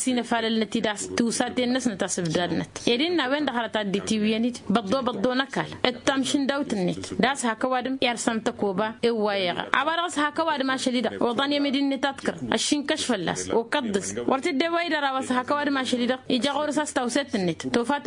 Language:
Tamasheq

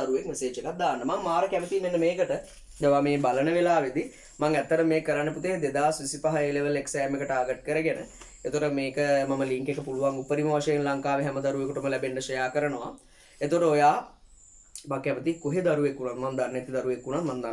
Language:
Sinhala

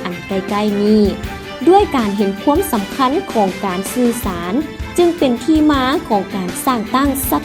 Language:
Lao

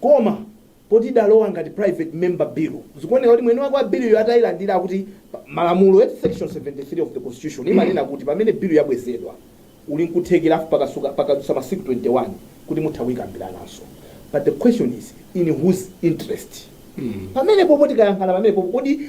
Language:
Nyanja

